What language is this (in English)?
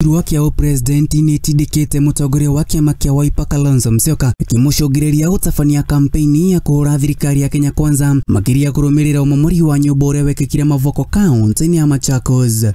Kikuyu